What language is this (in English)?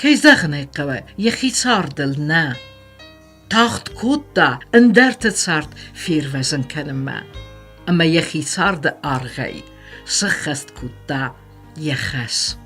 Ossetic